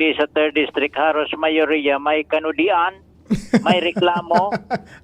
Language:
Bikol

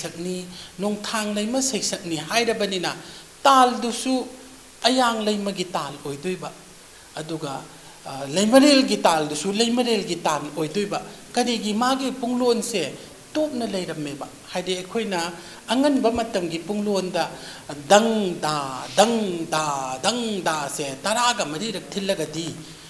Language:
Manipuri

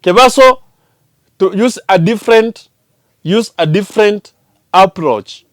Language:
Gusii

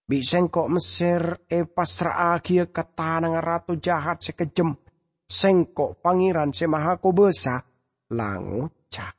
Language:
Madurese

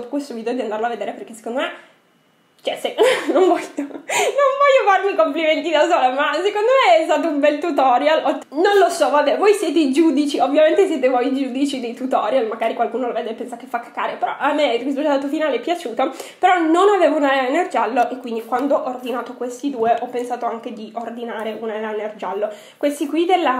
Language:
Italian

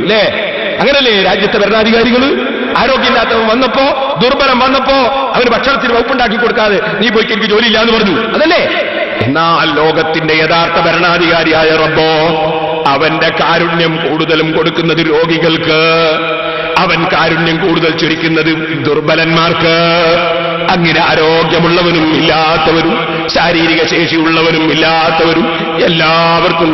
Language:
Malayalam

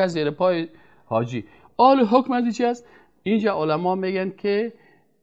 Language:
Persian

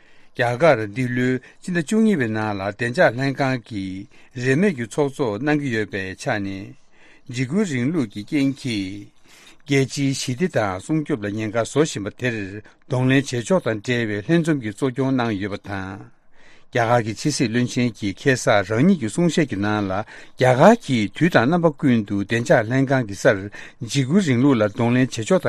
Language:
Tibetan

